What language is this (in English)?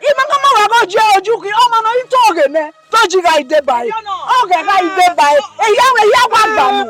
Bini